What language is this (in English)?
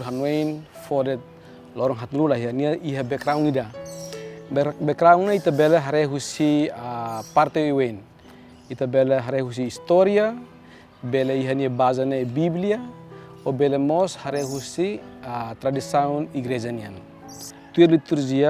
Tetum